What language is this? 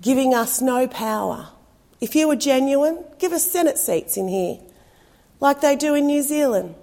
Hakha Chin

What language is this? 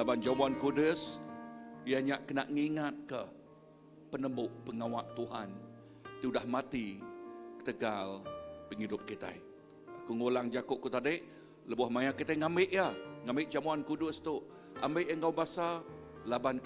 Iban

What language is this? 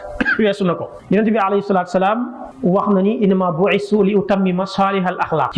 Wolof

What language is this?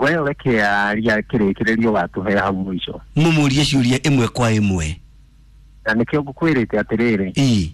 Kikuyu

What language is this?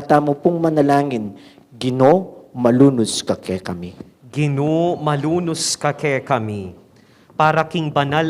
Pampanga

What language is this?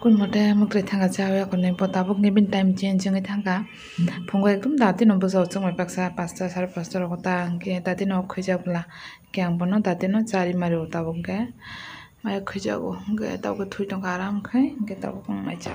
Kok Borok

